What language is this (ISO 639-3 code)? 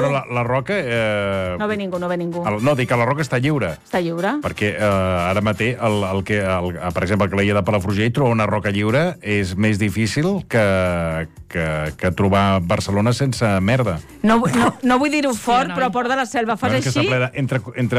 cat